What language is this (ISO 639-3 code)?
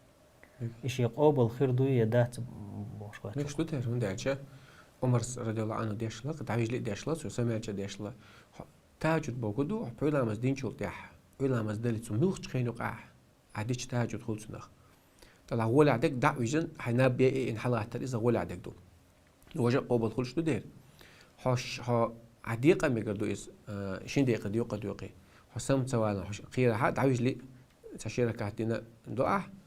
che